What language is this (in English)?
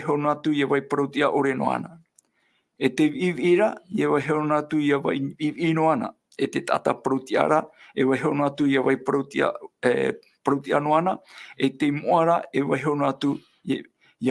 Tahitian